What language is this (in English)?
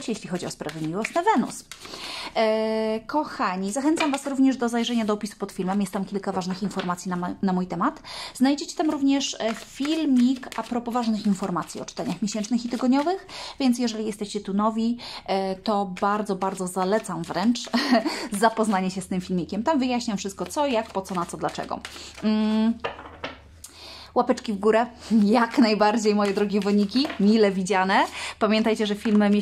Polish